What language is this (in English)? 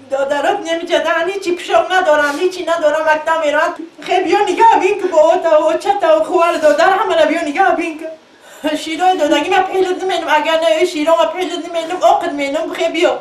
Tajik